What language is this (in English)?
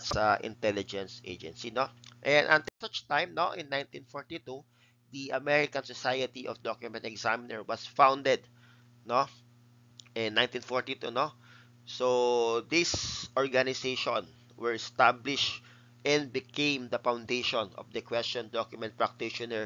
Filipino